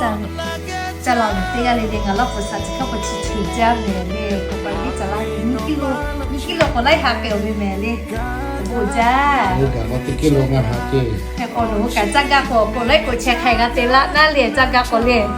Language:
Lahu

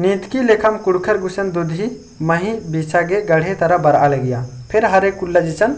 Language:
Kurukh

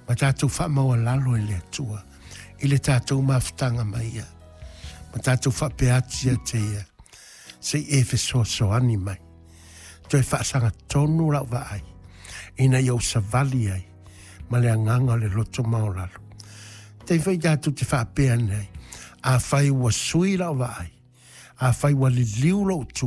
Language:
Samoan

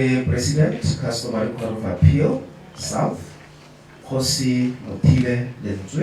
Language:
Tswana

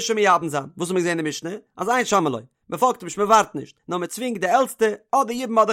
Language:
Yiddish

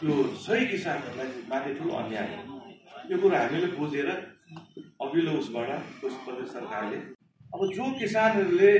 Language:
Nepali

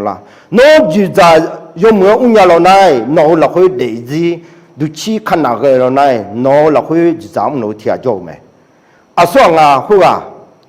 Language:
Akha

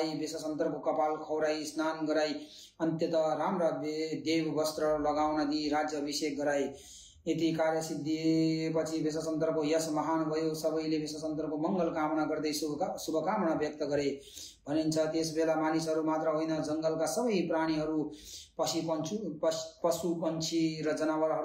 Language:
Nepali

